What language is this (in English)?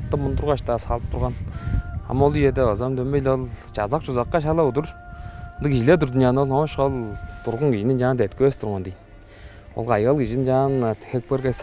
Tuvinian